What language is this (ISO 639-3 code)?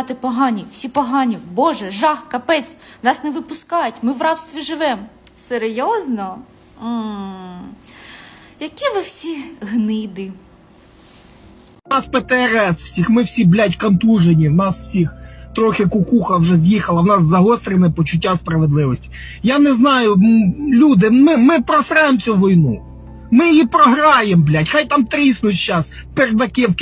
ukr